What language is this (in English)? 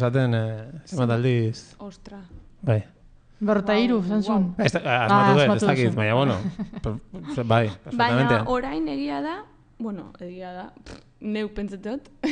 Basque